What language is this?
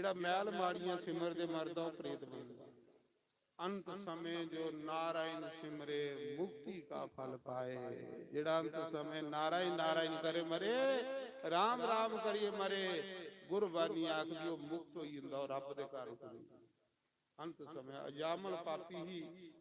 Dogri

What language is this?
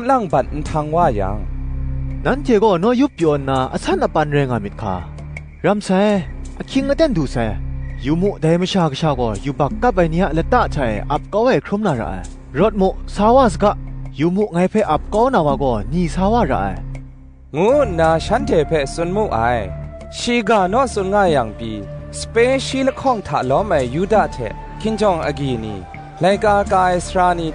Kachin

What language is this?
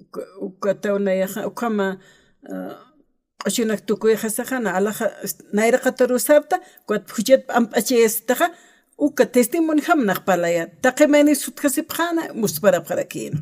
Aymara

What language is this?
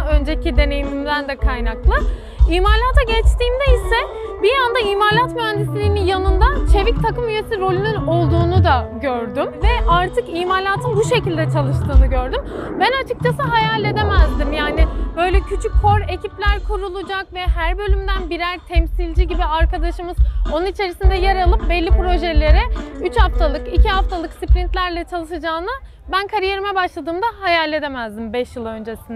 Turkish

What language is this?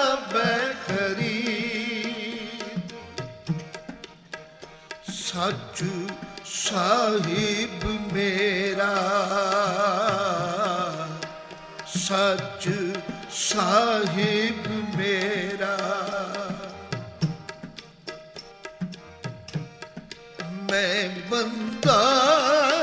Punjabi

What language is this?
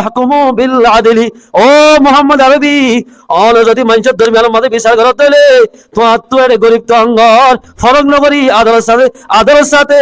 Rohingya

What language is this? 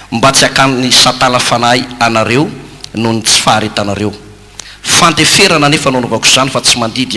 Malagasy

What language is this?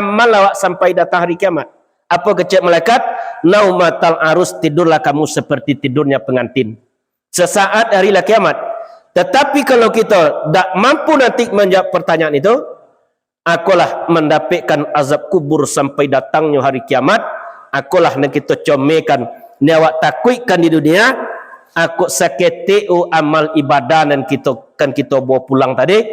Minangkabau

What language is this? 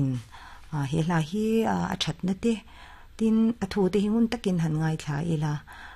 Mizo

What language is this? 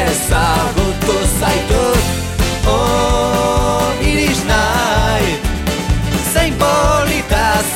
Basque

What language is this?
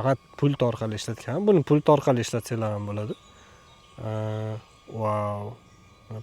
Uzbek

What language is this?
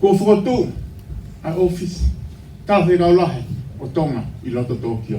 Tongan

